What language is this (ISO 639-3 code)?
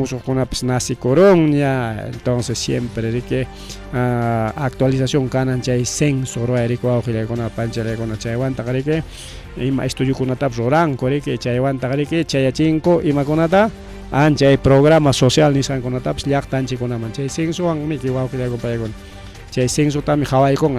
quy